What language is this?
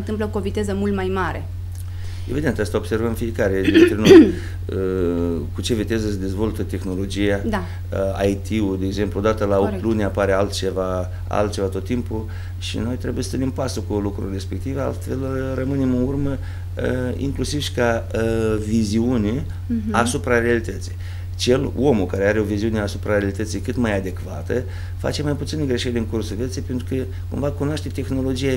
Romanian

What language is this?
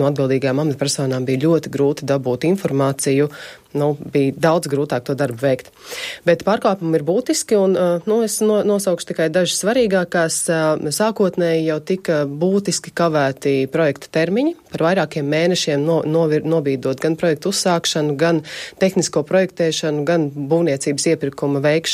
Latvian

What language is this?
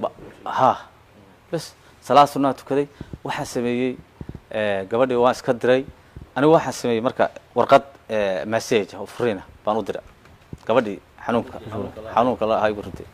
Somali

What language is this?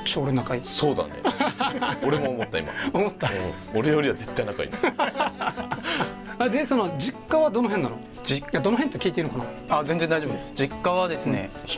Japanese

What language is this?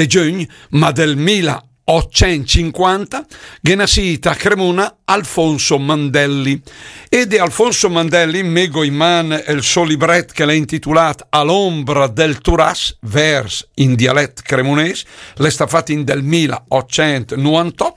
Lombard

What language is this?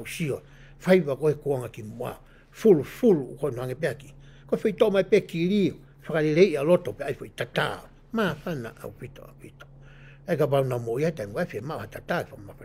Tongan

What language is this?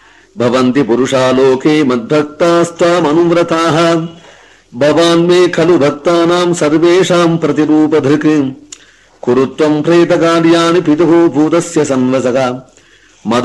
Sanskrit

